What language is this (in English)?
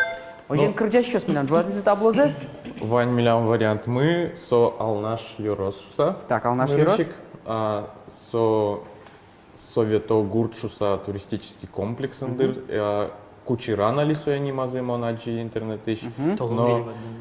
Udmurt